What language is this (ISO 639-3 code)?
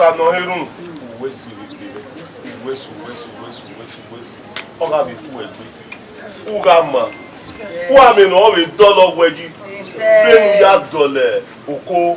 bin